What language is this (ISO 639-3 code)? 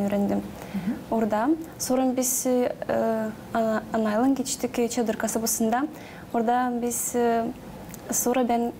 gag